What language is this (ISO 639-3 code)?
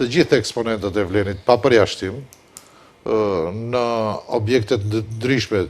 sqi